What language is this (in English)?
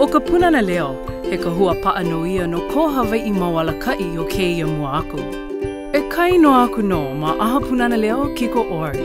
Hawaiian